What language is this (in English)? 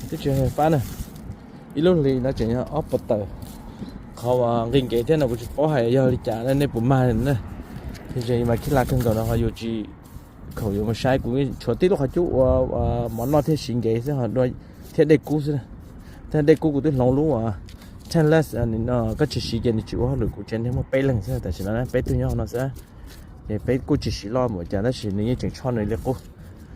Hmong